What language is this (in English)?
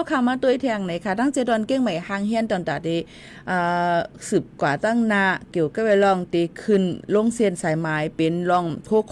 Shan